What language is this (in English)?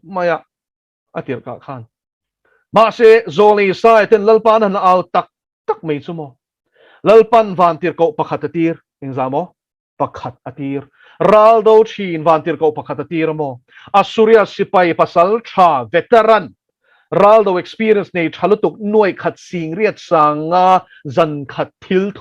Mizo